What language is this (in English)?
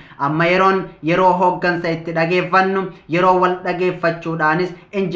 Oromo